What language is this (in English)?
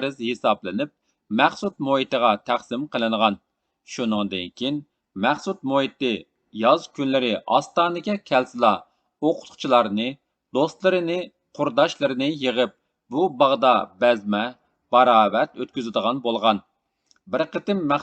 Uyghur